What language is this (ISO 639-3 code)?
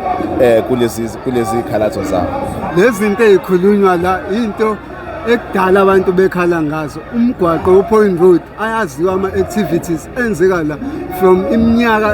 zul